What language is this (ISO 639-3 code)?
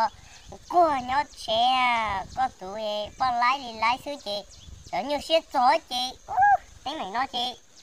hmn